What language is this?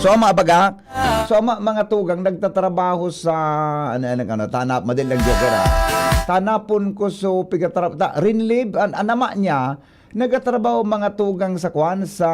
Bikol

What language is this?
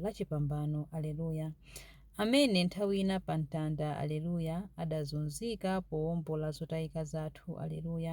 Nyanja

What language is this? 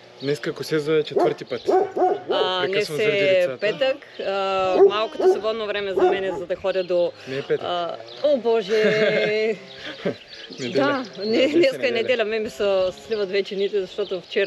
Bulgarian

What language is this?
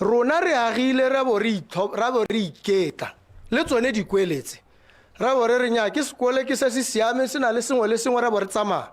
Tswana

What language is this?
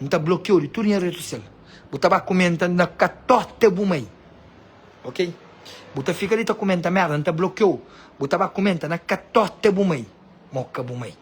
Kabuverdianu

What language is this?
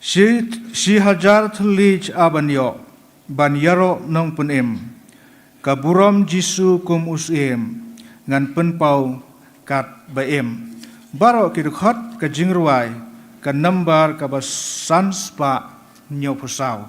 Khasi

